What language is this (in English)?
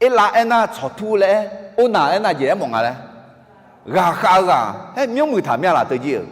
Akha